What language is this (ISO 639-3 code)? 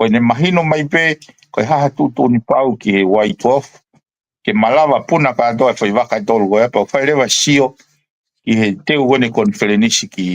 ton